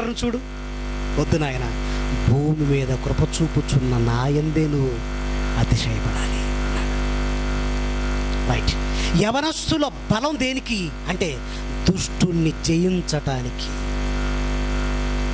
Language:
Telugu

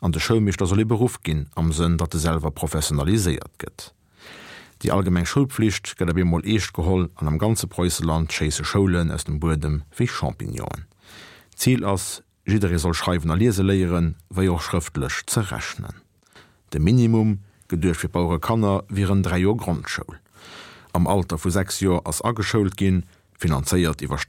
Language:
Luxembourgish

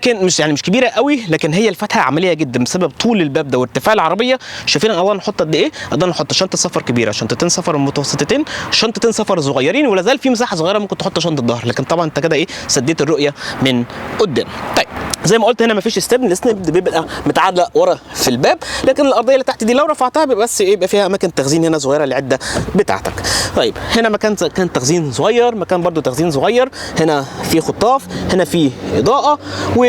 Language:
Egyptian Arabic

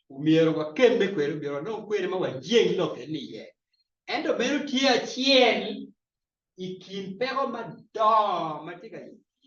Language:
Acoli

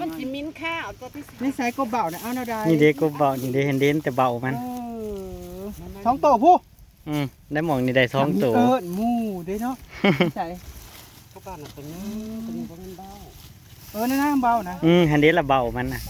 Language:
Northeastern Thai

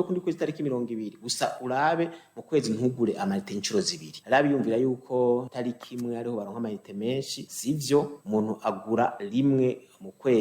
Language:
Rundi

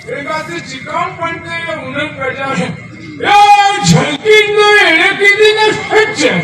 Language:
Santali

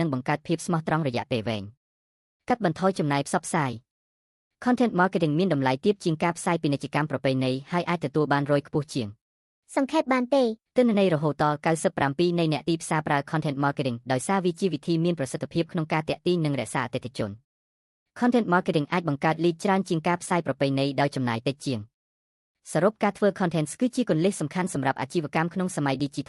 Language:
Khmer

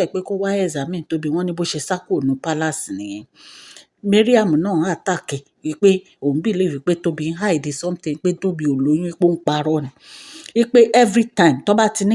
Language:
Yoruba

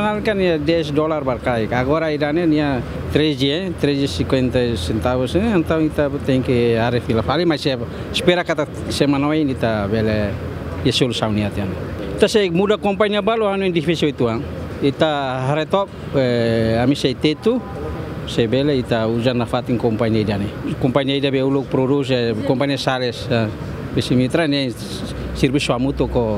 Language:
Tetum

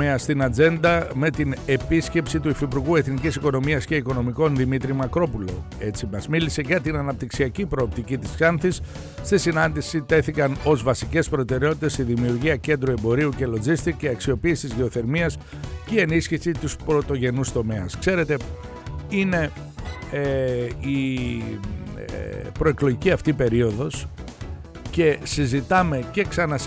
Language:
Greek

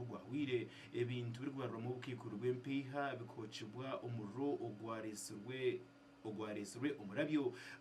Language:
Nyankole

